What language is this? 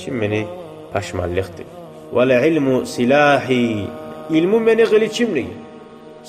Kumyk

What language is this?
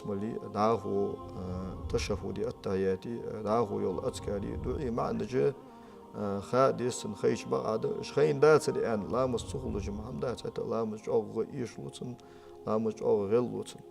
Ingush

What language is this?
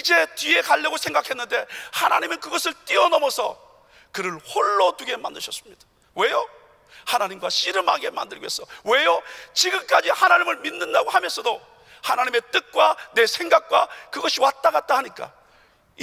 Korean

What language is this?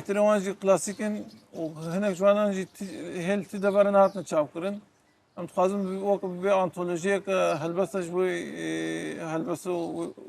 Kurdish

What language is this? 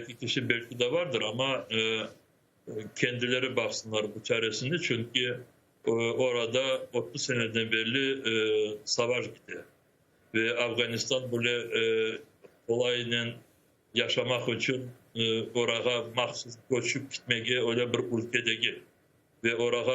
Crimean Tatar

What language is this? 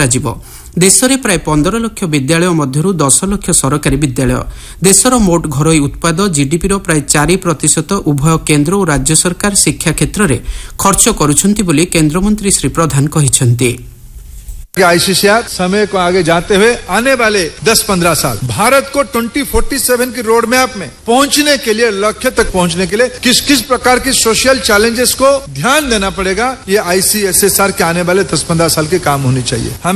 Odia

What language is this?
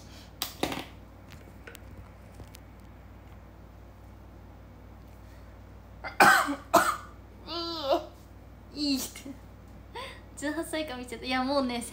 Japanese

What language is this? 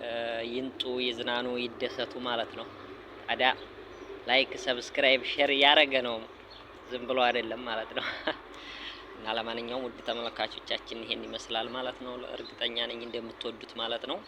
Amharic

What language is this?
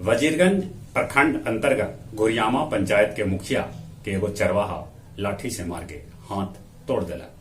Magahi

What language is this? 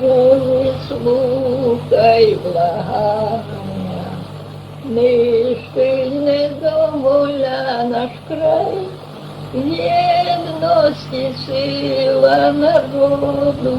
Rusyn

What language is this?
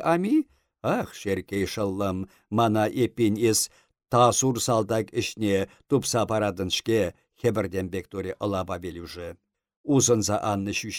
Chuvash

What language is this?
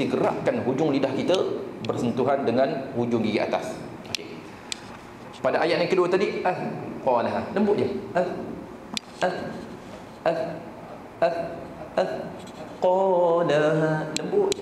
Malay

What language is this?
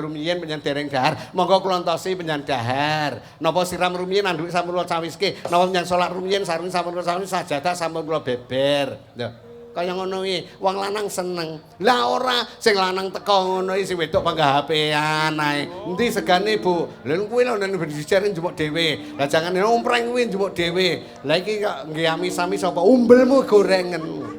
Javanese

